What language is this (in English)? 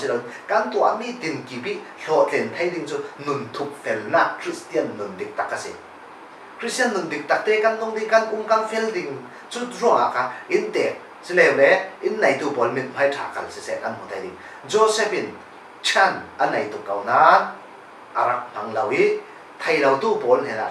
Falam Chin